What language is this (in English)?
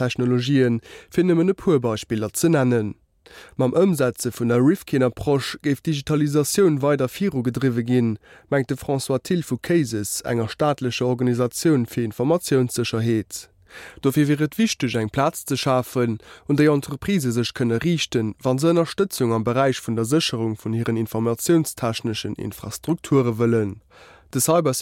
Luxembourgish